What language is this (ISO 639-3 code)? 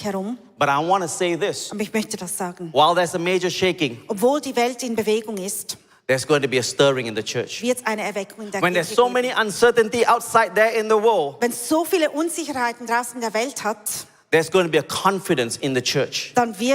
gsw